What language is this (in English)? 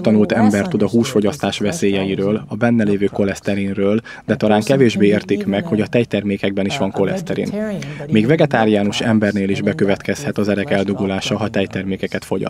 Hungarian